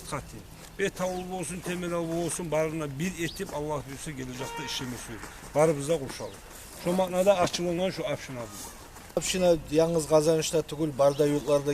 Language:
Kumyk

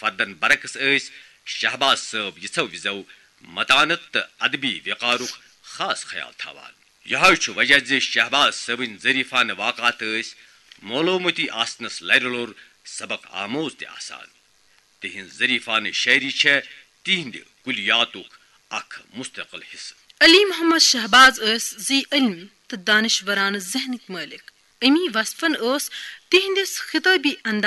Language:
Kashmiri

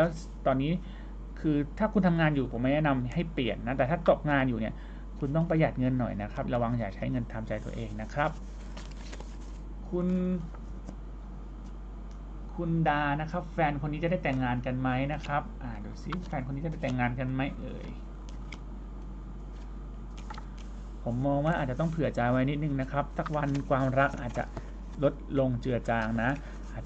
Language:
Thai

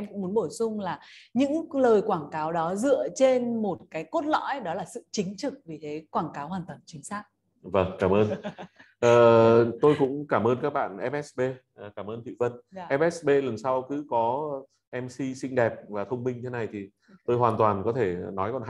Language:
Vietnamese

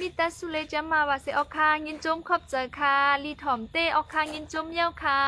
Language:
Shan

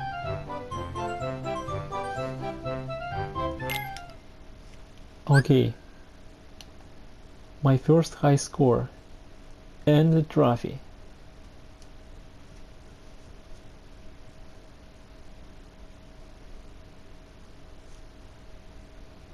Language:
English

